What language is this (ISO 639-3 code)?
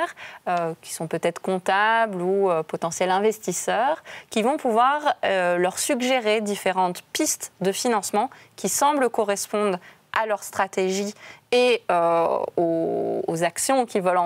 fra